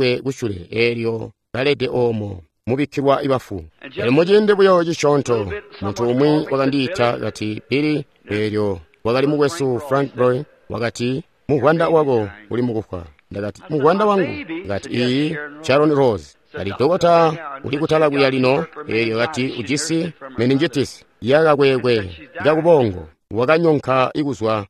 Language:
Tonga (Zambia)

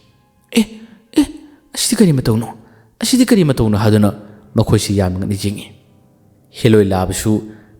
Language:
Manipuri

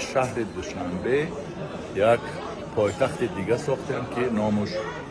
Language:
Tajik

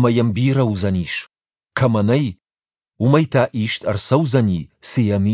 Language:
Ossetic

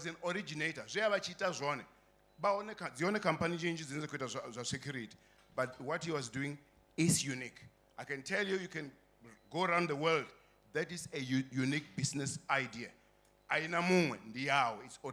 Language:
Venda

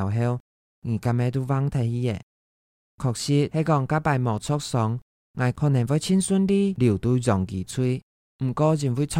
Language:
Hakka Chinese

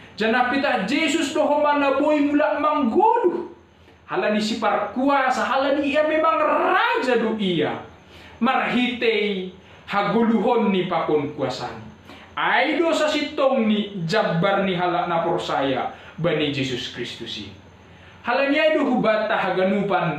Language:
Batak Simalungun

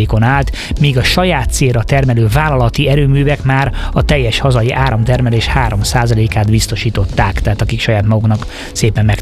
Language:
Hungarian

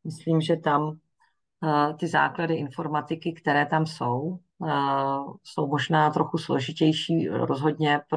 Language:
Czech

